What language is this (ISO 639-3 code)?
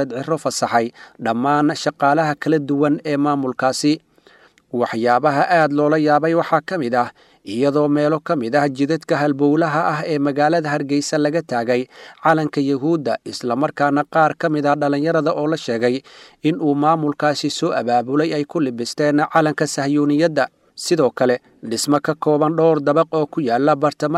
som